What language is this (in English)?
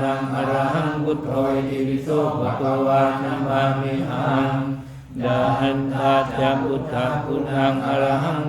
Pali